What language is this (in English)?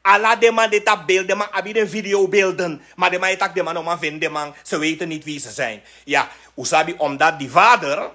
Sranan Tongo